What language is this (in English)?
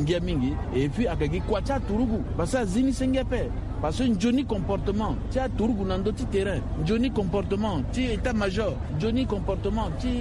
Sango